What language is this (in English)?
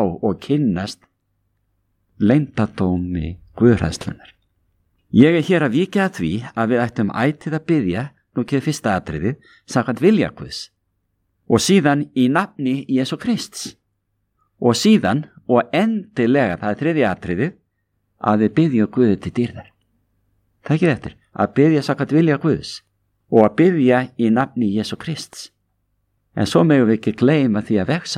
Icelandic